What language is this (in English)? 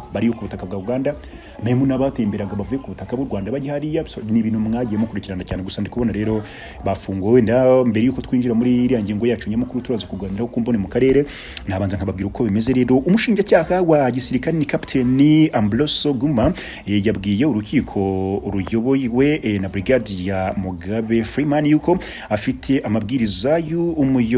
Kinyarwanda